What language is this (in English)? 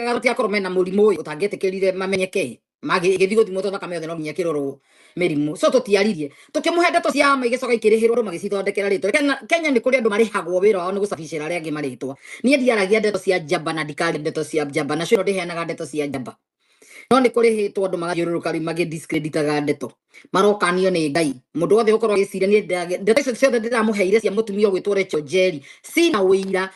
Kikuyu